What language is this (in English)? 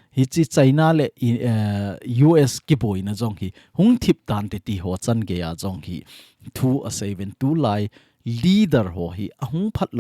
Thado Chin